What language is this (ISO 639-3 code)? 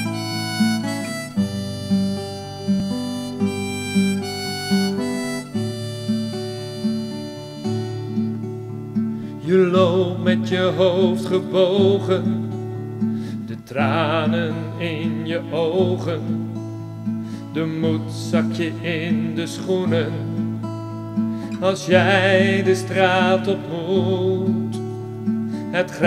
nld